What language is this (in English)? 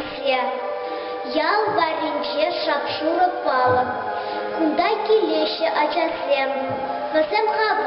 Chuvash